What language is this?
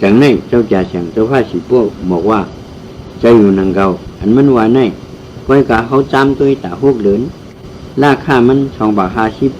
Shan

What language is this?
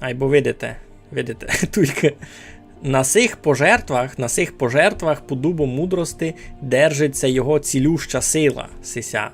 Rusyn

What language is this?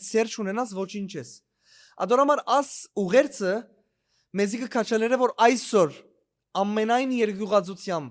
Western Armenian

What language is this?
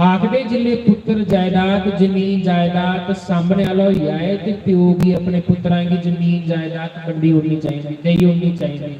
Dogri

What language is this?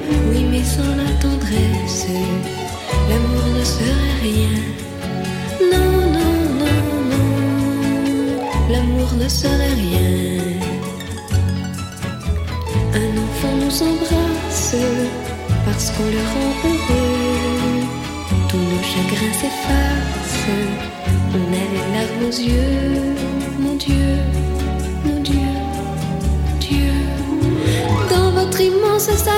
French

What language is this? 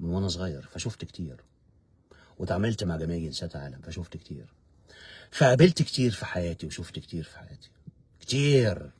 Egyptian Arabic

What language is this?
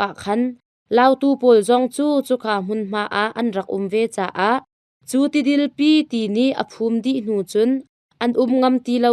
Hakha Chin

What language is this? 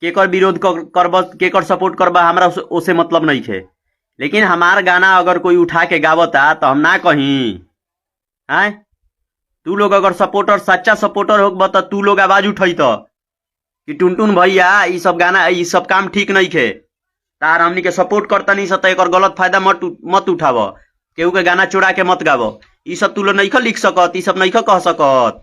Bhojpuri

